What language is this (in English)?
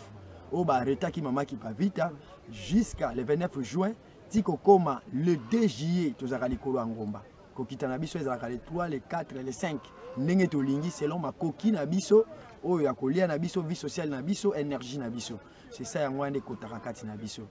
Lingala